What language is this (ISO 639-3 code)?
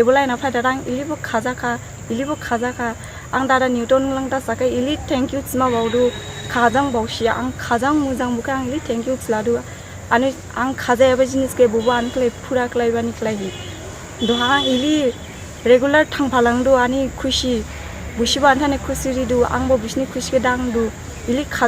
dis